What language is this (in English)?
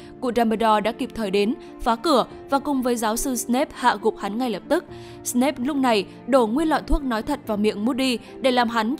Vietnamese